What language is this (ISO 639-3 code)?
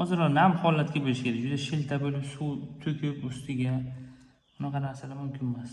uzb